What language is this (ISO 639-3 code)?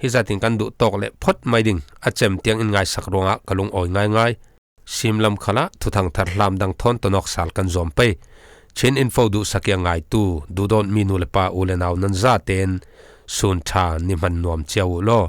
cfm